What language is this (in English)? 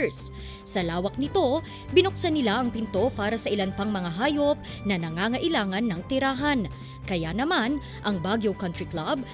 Filipino